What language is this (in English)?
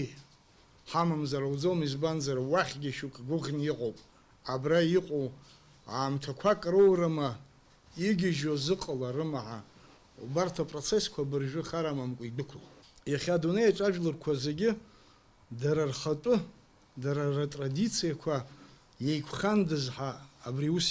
Abkhazian